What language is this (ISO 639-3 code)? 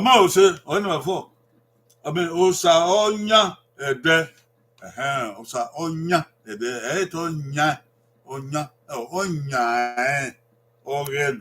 bin